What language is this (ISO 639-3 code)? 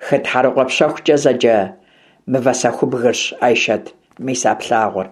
kbd